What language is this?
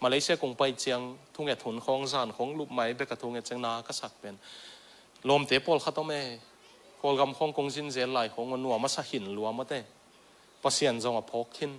Tedim Chin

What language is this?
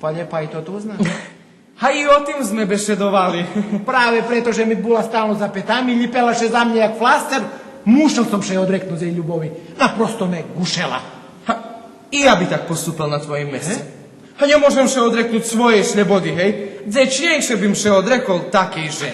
Rusyn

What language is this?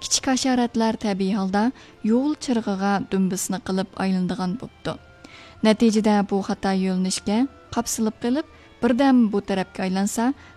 Uyghur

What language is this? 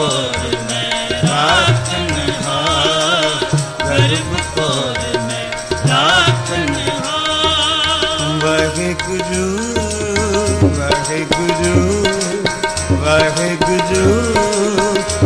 Punjabi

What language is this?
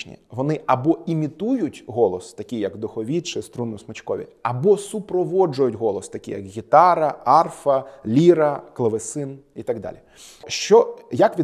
Ukrainian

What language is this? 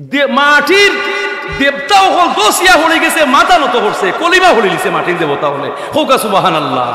Sylheti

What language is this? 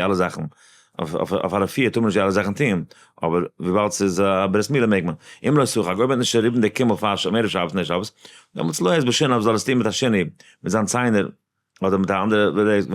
Yiddish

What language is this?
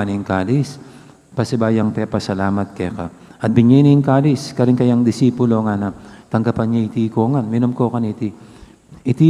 Pampanga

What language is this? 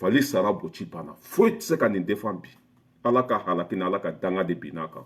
Bambara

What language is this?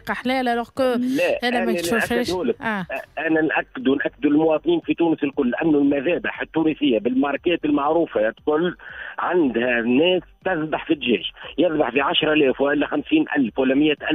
Tunisian Arabic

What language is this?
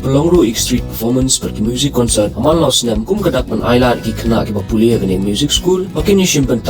Khasi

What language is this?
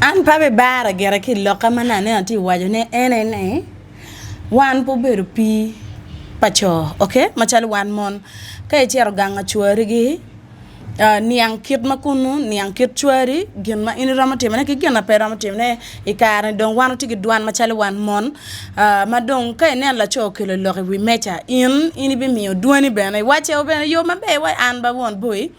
Acoli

